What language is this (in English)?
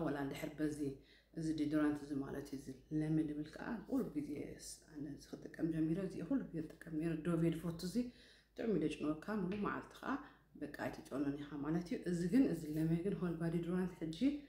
Tigrinya